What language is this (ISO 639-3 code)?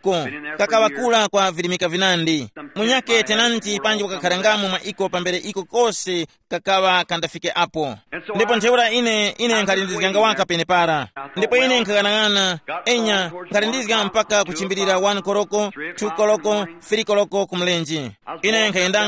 tum